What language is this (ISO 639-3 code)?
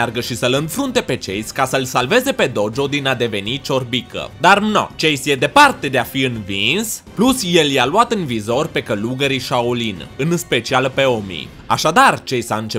ron